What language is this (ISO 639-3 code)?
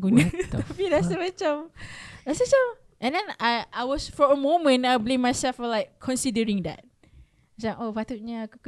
msa